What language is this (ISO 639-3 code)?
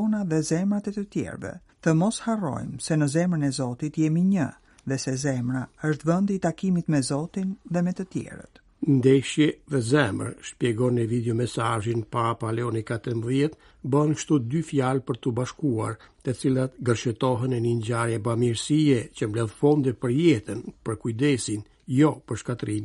sqi